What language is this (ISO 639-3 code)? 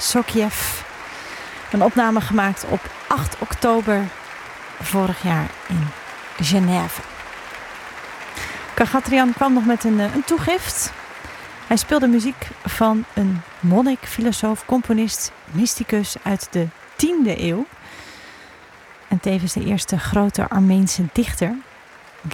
nld